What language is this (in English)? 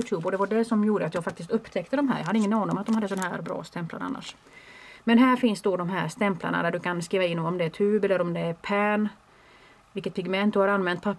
Swedish